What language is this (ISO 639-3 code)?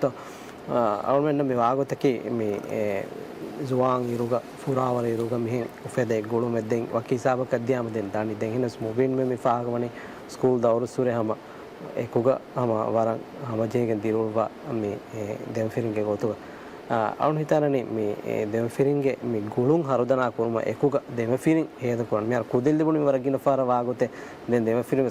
div